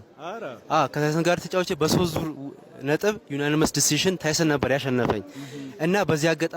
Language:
Amharic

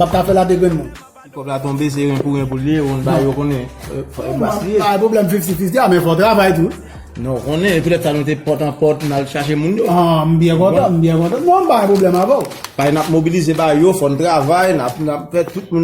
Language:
Haitian Creole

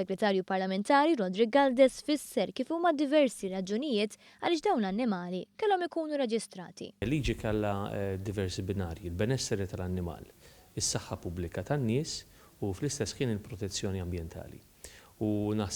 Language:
Maltese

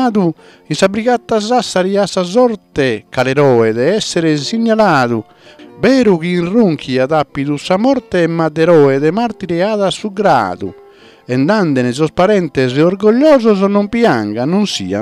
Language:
Sardinian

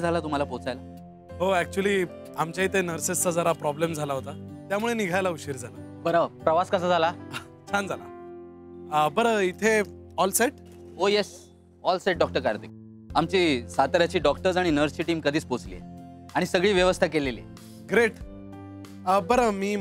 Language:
Marathi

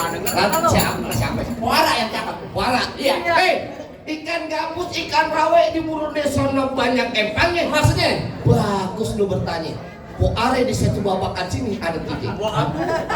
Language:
Betawi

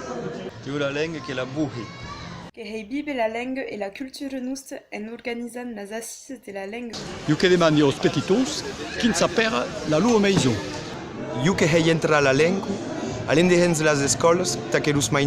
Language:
Occitan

